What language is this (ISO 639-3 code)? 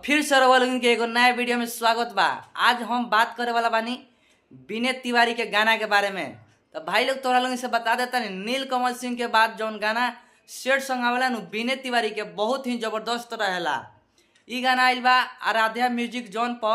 bho